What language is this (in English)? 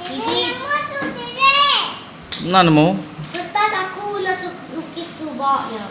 Iban